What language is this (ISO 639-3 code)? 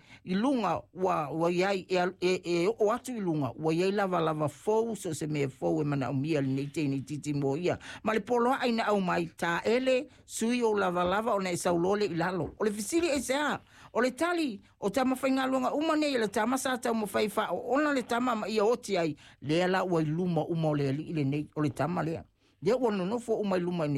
smo